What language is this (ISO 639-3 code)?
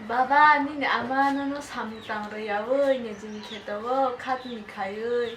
trp